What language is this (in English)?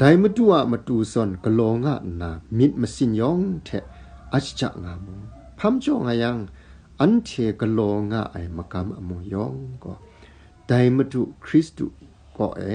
Kachin